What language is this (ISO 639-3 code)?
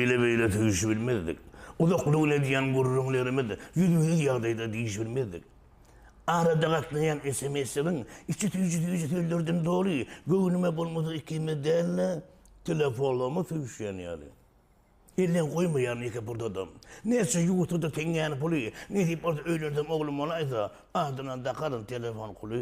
tuk